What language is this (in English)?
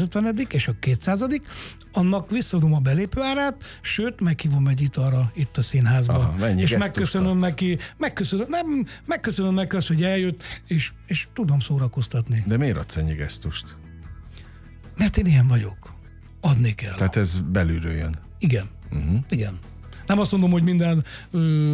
Hungarian